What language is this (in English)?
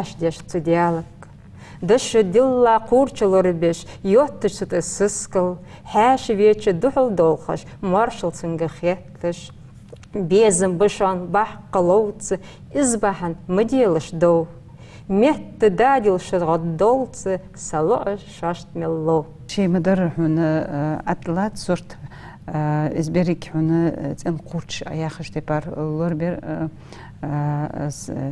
Ingush